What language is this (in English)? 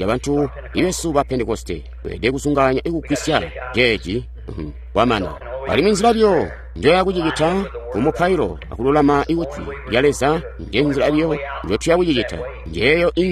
Tonga (Zambia)